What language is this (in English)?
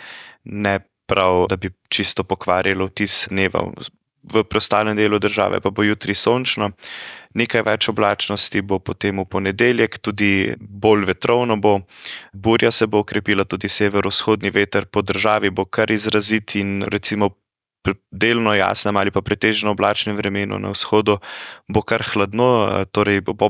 Slovenian